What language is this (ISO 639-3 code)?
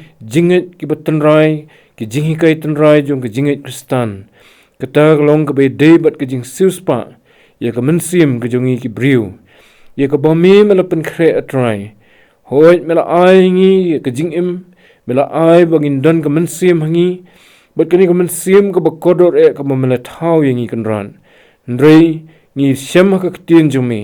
kha